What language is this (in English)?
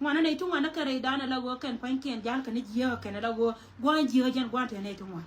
Nuer